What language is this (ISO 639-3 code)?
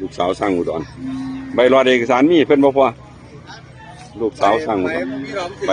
tts